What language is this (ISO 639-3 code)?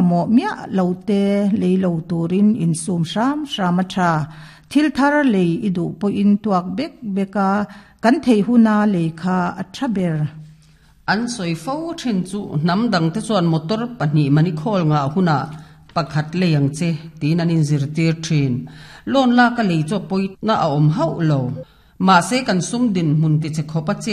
lus